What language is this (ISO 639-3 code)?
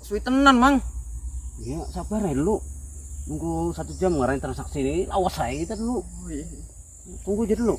bjn